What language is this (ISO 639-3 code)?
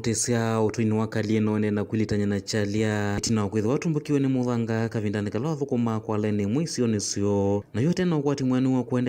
kam